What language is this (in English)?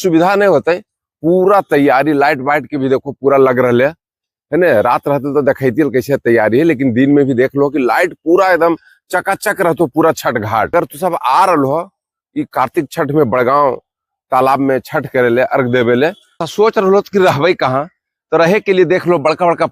Magahi